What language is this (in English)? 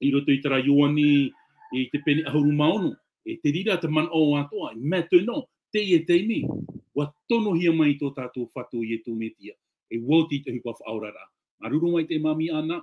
Tahitian